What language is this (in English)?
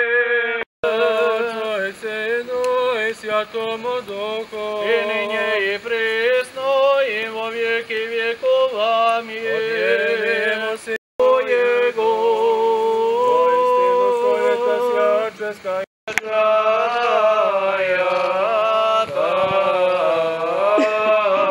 Croatian